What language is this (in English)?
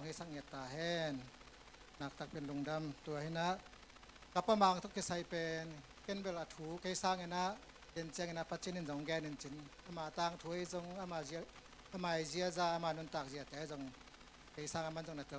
Tedim Chin